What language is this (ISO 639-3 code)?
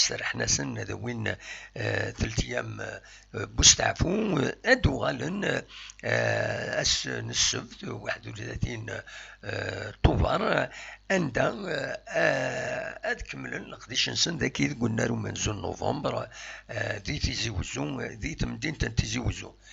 kab